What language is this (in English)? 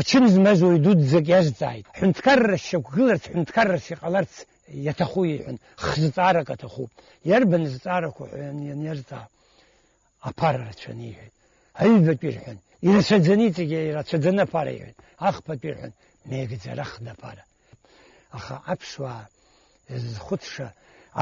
Abkhazian